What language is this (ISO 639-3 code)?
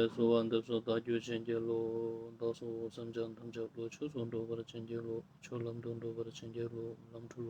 lbj